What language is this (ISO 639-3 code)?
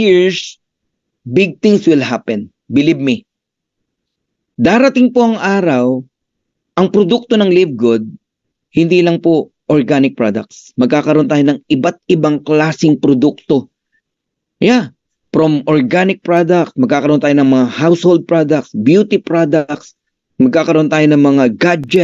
fil